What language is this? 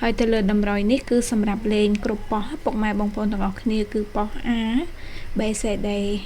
Khmer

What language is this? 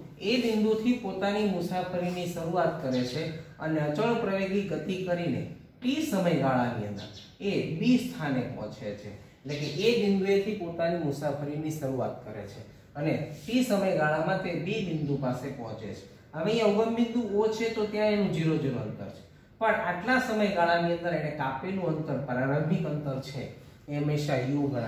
Gujarati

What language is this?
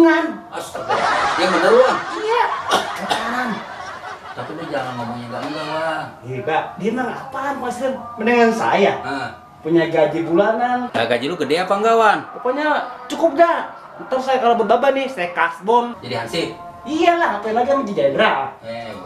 Betawi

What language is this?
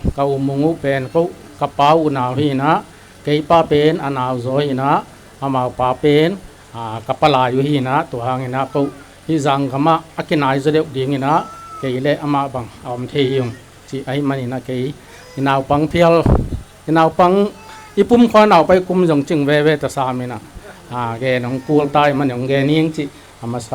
Tedim Chin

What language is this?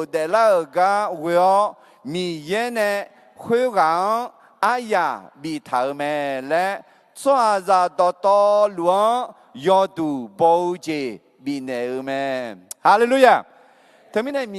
Akha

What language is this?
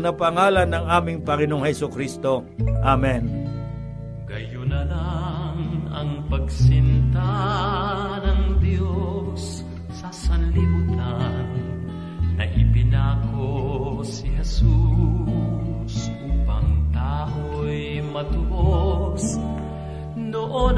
Filipino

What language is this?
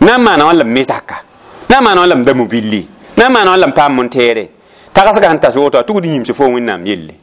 Mossi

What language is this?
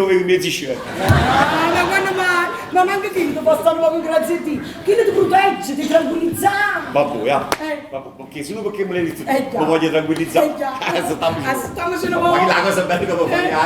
Neapolitan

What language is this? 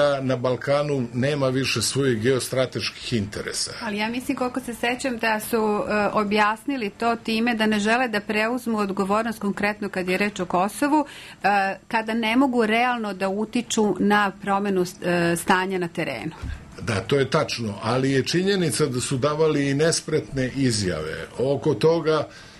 Serbian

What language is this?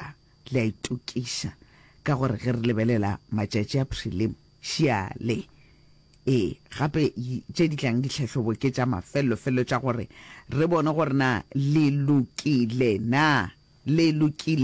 Northern Sotho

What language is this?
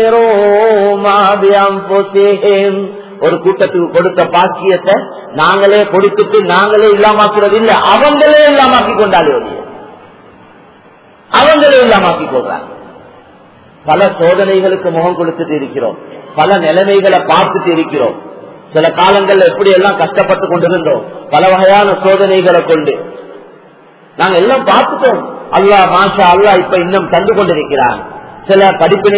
Tamil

